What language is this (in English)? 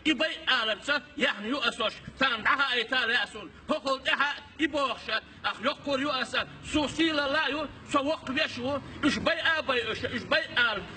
Chechen